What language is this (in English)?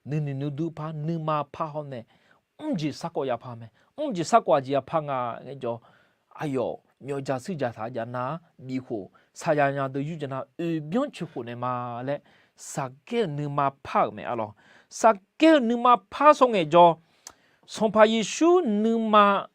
Akha